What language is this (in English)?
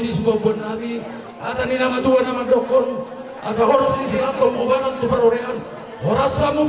Batak Toba